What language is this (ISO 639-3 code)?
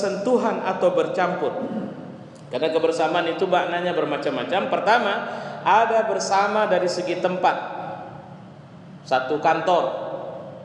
ind